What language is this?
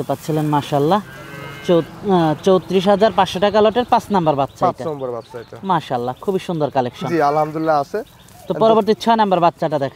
Bangla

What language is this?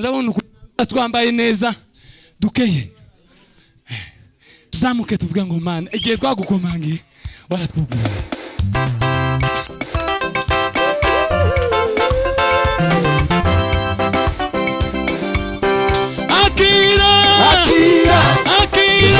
Kinyarwanda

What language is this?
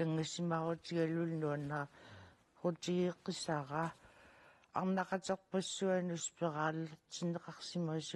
Kalaallisut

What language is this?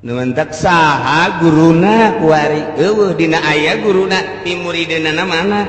Sundanese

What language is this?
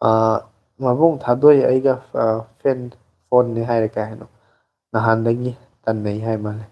Manipuri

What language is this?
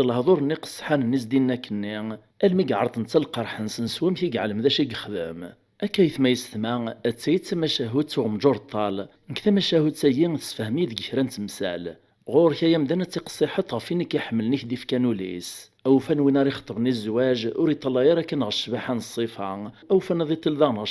Kabyle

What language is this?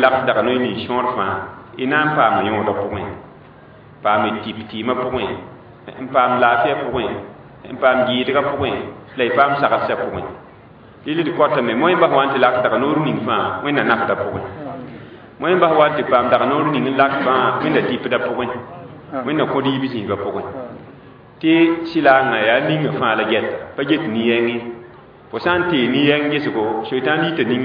Mossi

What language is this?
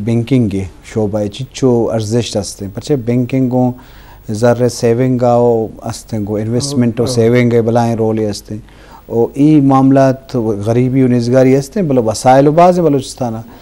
Baluchi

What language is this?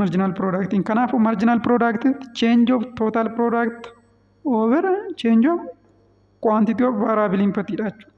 Oromo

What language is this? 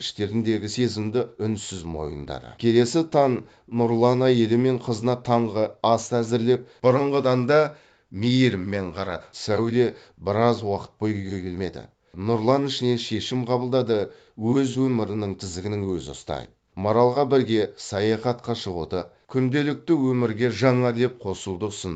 Kazakh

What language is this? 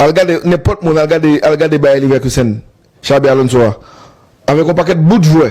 Haitian Creole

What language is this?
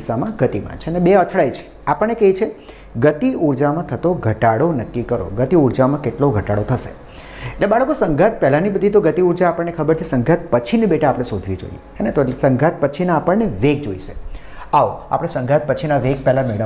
Gujarati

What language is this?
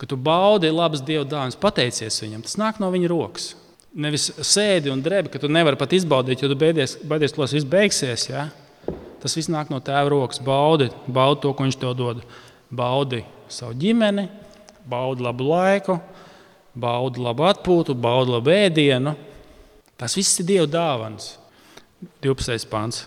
Latvian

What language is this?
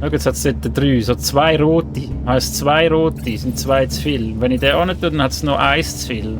Swiss German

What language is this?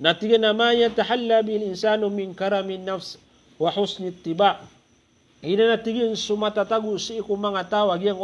Maranao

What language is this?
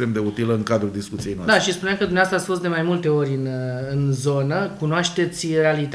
Romanian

